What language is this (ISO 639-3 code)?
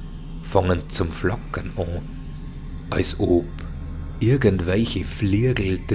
bar